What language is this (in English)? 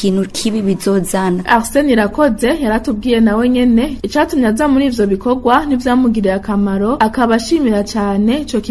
Rundi